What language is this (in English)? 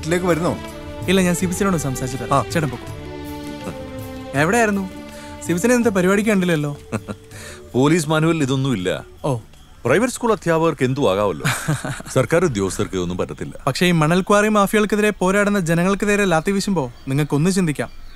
Malayalam